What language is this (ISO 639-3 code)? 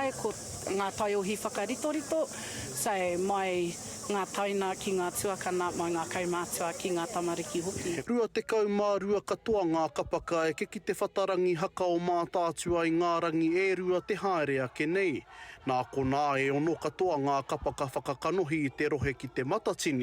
mri